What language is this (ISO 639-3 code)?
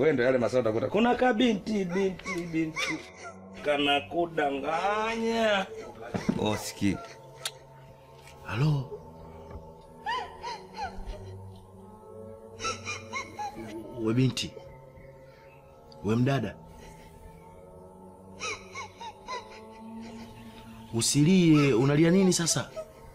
swa